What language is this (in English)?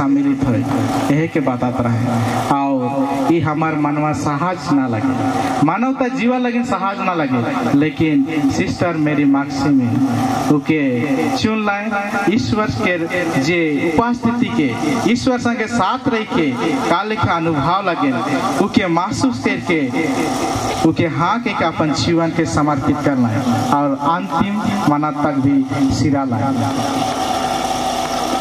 Sadri